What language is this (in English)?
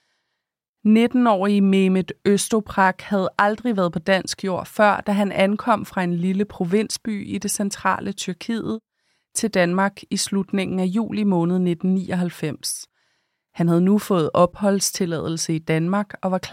Danish